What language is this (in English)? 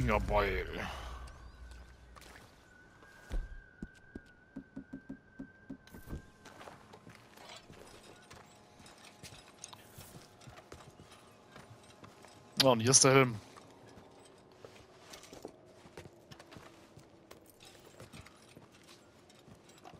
German